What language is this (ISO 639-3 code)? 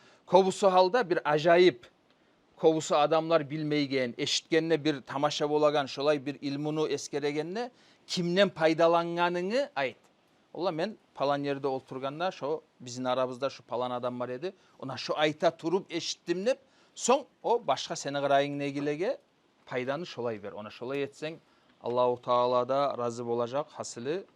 kum